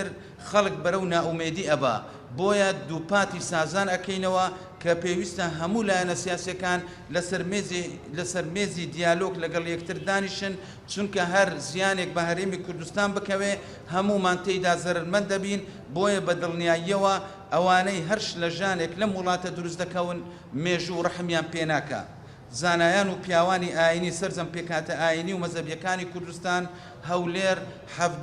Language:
Central Kurdish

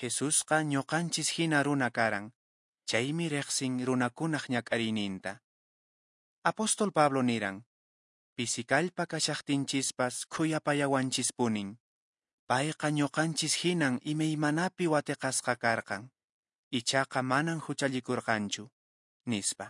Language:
Quechua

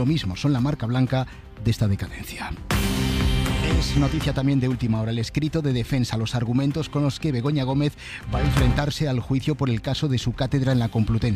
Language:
Spanish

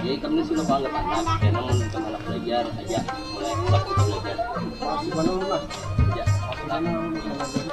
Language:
Banjar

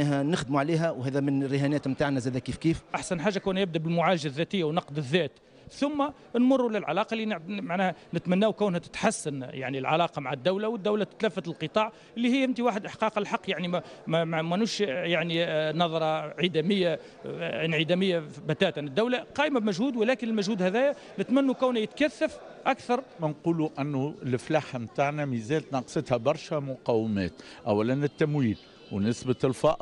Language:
Tunisian Arabic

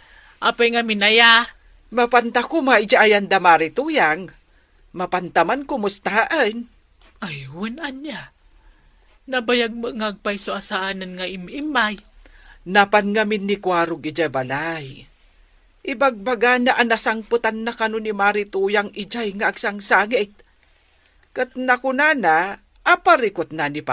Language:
Iloko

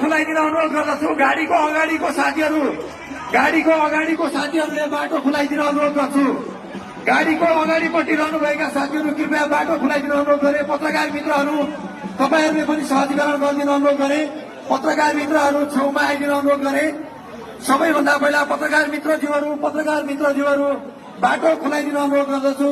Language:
Nepali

